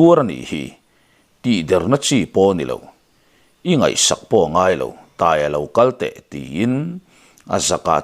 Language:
Mizo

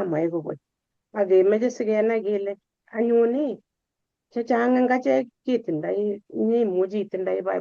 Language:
Kalenjin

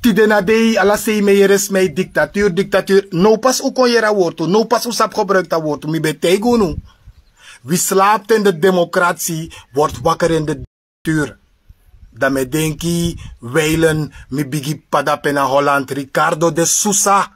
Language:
Sranan Tongo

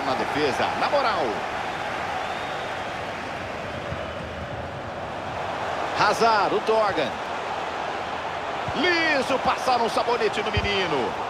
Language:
Portuguese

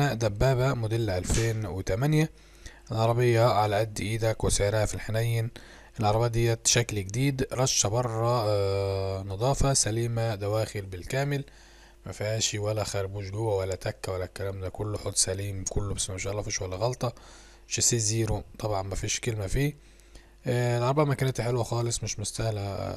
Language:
Egyptian Arabic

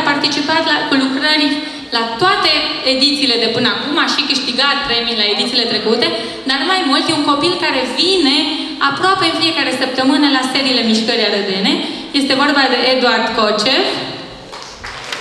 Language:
Romanian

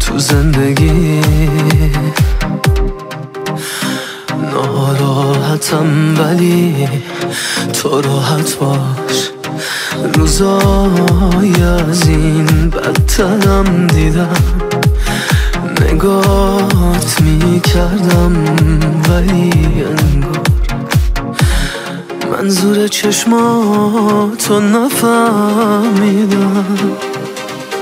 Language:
Persian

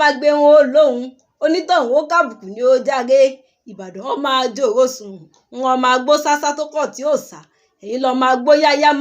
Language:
Yoruba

